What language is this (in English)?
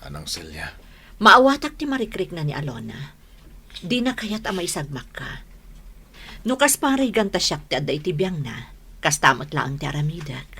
Iloko